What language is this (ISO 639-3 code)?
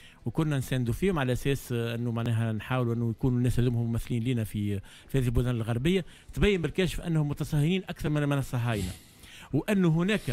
aeb